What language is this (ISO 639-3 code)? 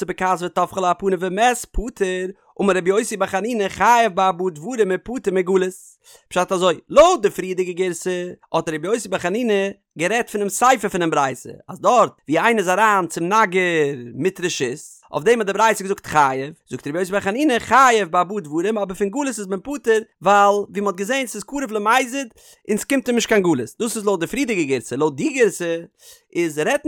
yid